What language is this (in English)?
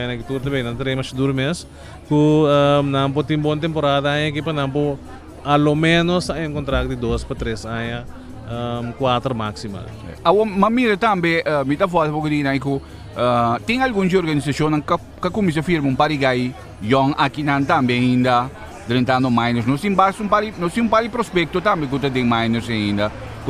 Papiamento